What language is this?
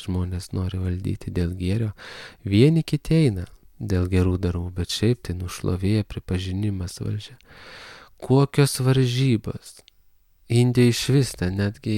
Lithuanian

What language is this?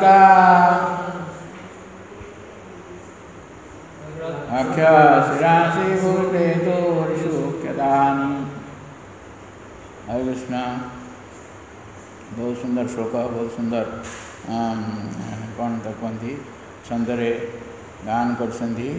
Odia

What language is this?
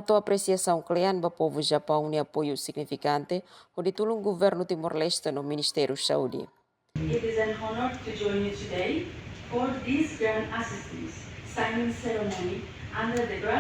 Tetum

